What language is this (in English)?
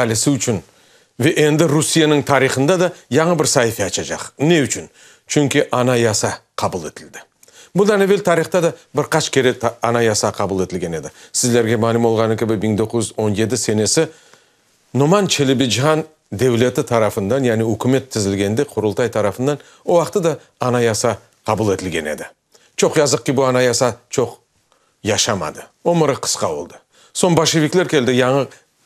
Crimean Tatar